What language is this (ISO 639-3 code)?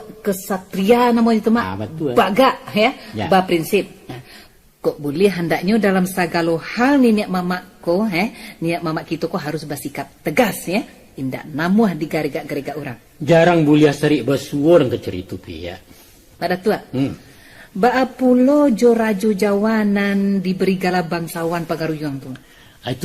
min